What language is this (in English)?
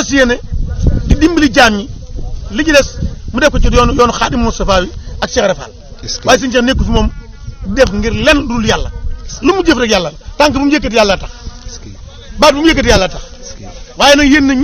Wolof